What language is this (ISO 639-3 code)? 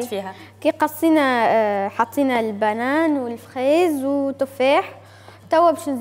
aeb